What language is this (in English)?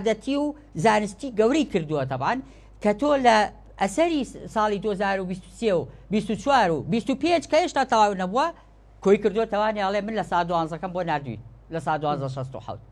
Central Kurdish